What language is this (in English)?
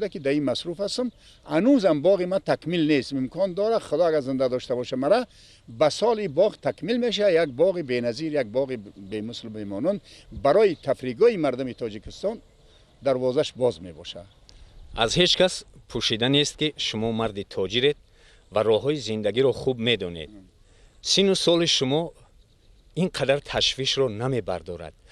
Persian